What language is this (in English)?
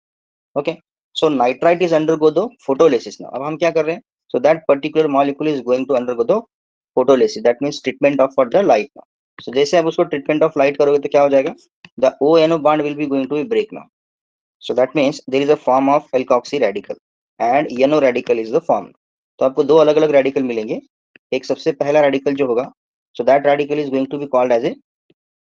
Hindi